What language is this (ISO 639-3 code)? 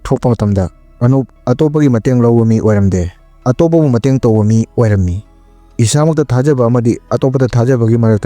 mni